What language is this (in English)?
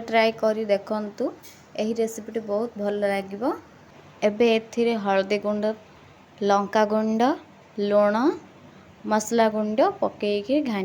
Odia